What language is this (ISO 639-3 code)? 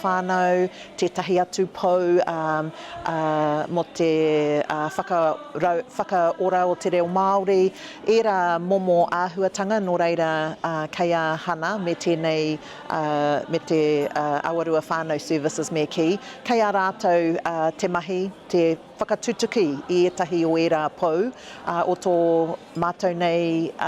mri